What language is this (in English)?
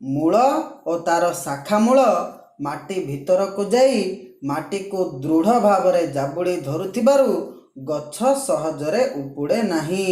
Odia